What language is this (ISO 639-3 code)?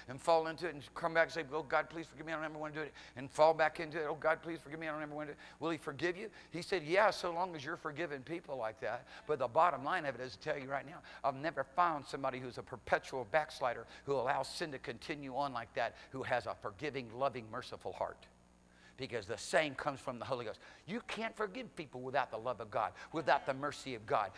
eng